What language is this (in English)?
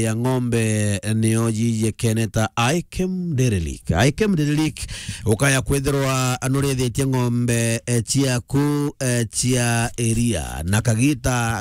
Meru